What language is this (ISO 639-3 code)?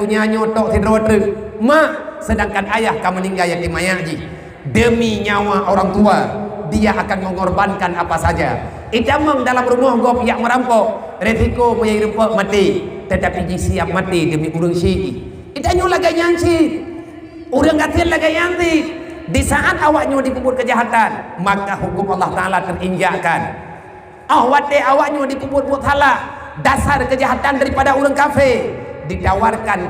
ace